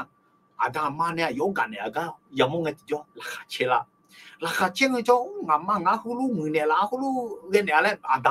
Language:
Akha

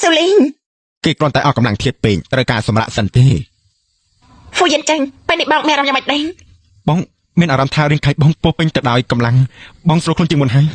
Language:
Khmer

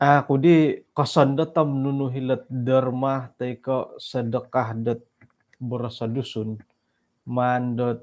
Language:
Central Dusun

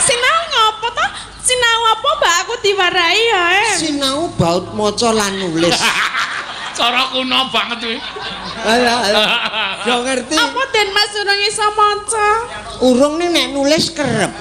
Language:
Javanese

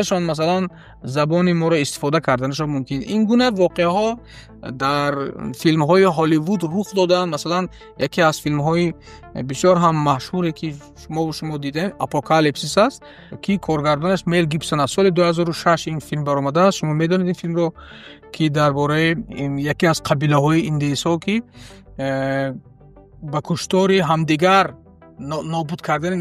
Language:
Tajik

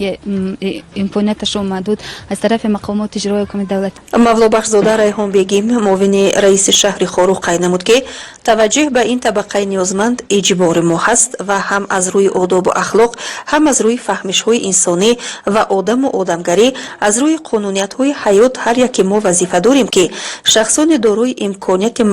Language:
Tajik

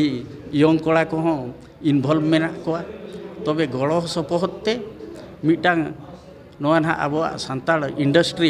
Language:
Santali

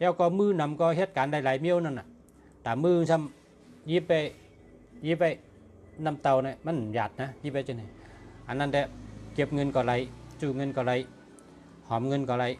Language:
Shan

